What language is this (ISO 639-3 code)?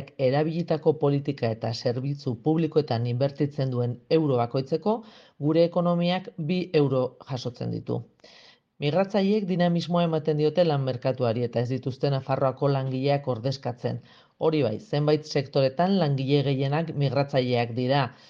eus